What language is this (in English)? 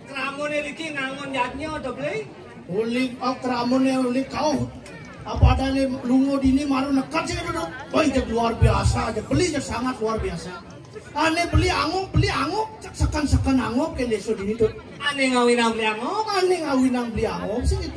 Balinese